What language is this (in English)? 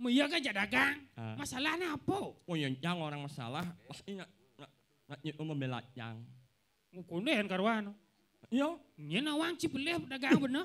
Balinese